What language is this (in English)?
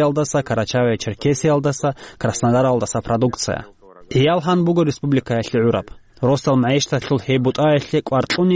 Avaric